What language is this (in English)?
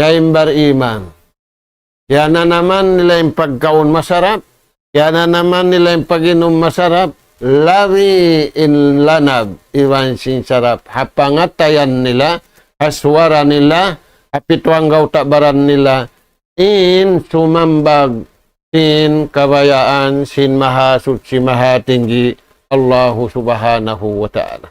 Tausug